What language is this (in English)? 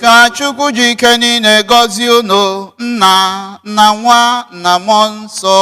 Igbo